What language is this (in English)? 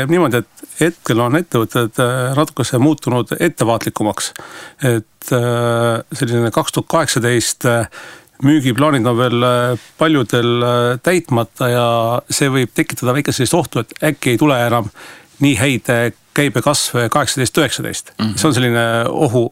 Estonian